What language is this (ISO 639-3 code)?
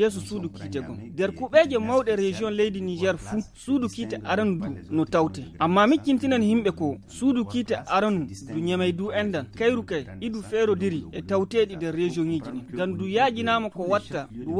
fuv